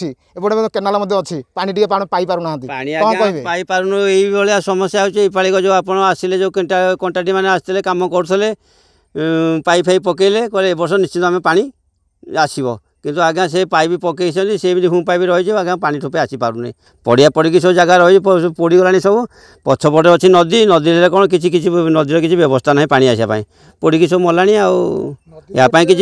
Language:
Odia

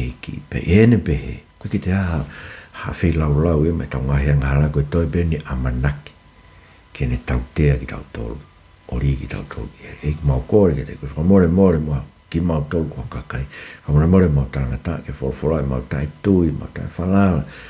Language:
Tongan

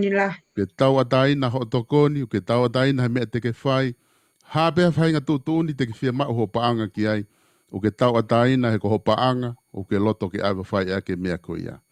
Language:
Tongan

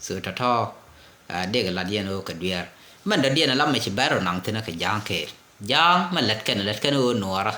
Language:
Nuer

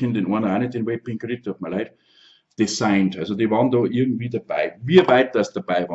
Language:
Bavarian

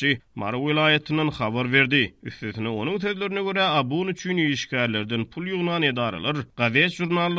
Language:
Turkmen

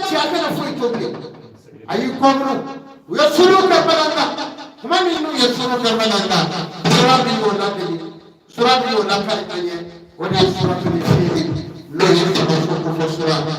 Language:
Bambara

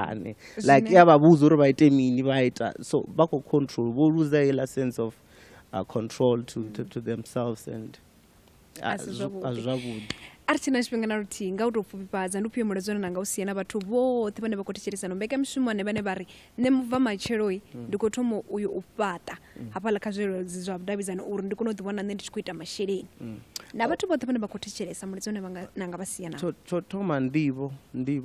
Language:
Venda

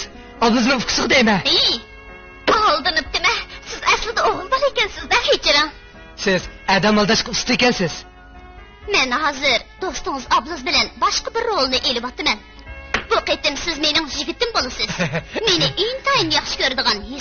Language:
Uyghur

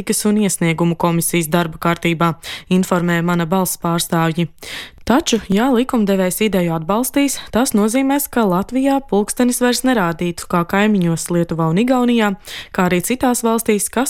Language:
Latvian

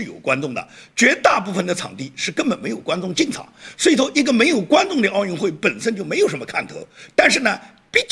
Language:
Chinese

